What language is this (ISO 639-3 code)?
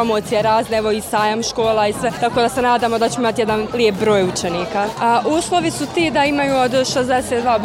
bos